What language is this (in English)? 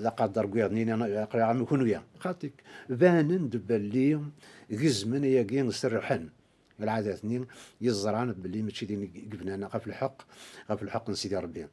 Kabyle